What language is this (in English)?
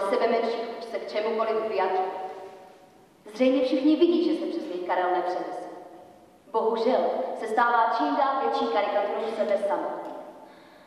Czech